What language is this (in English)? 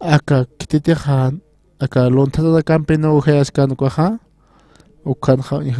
Aymara